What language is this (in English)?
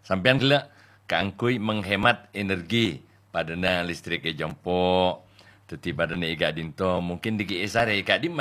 Madurese